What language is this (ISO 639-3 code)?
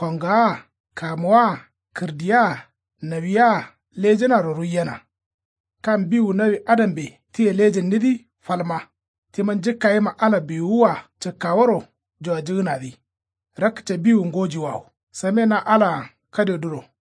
kau